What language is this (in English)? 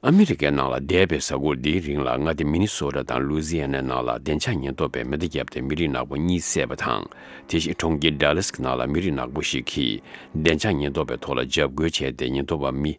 Tibetan